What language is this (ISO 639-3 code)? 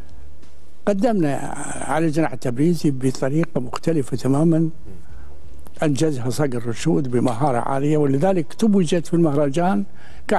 afb